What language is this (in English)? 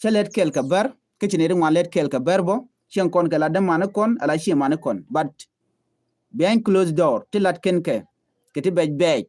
Nuer